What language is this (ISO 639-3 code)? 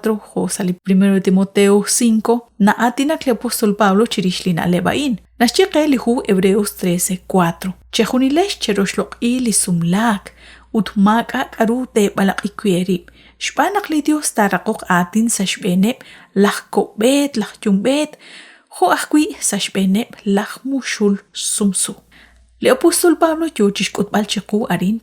kek